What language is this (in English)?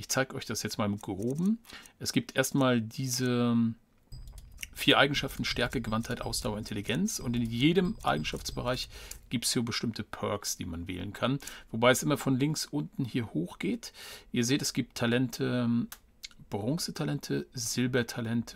German